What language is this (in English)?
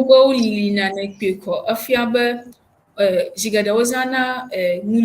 Ewe